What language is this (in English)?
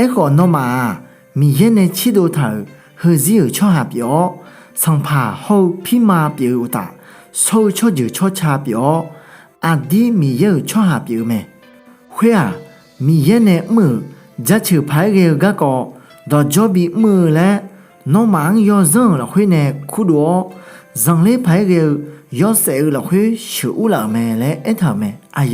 Akha